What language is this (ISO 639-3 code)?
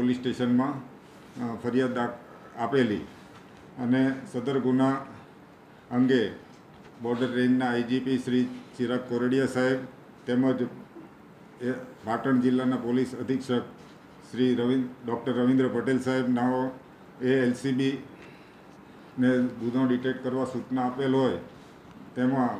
guj